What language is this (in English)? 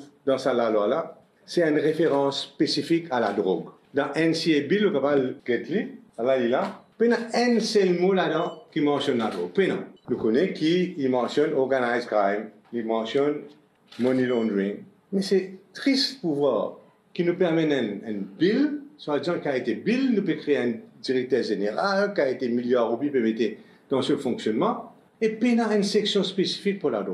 Morisyen